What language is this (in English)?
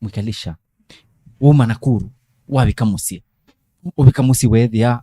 Kamba